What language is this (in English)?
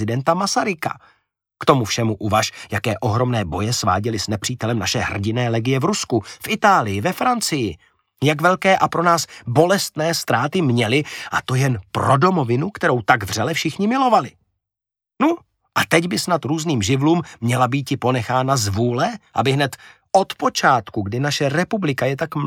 Czech